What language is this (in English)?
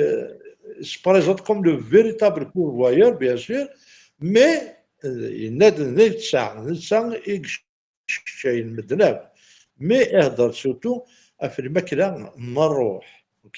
Kabyle